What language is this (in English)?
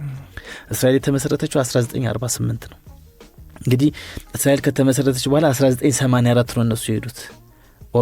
Amharic